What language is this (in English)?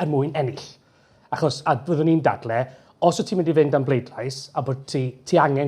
Welsh